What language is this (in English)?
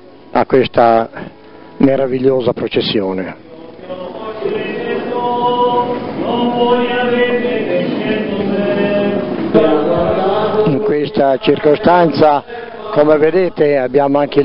Italian